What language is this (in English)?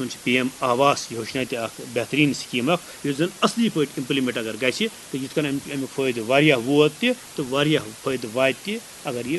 Kashmiri